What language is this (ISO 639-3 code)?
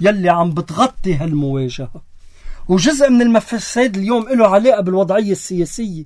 apc